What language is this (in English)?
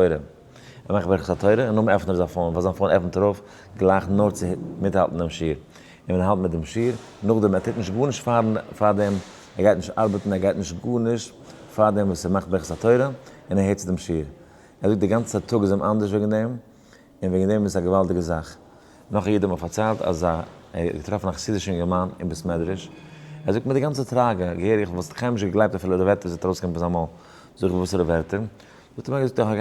Yiddish